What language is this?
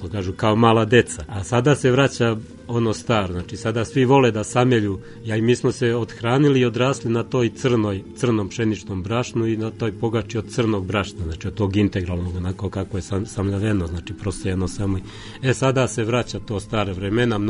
Serbian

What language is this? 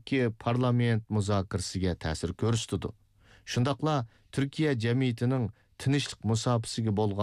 Uyghur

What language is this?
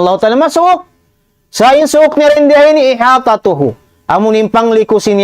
Tausug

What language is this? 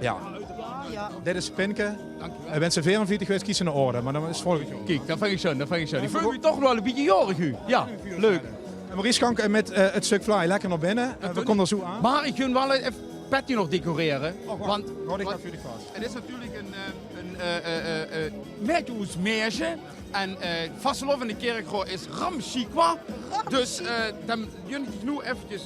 Limburgish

